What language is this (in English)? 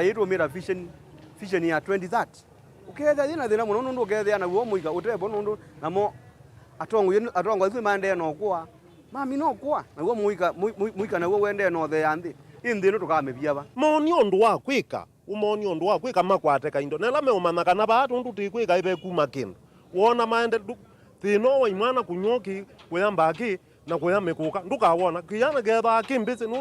Kamba